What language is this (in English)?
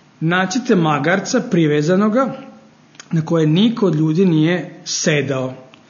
Serbian